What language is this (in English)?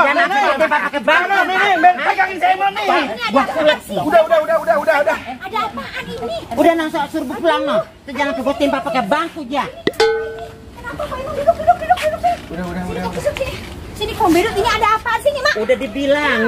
Betawi